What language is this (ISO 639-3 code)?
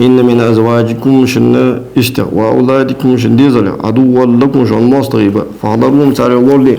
inh